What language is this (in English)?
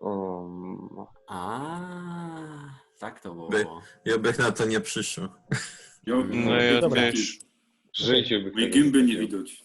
Silesian